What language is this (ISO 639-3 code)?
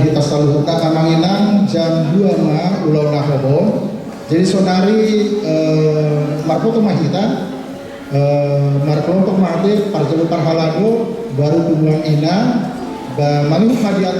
bbc